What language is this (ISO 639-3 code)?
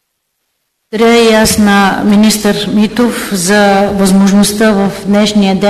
bul